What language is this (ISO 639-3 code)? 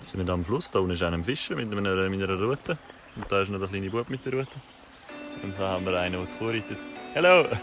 gsw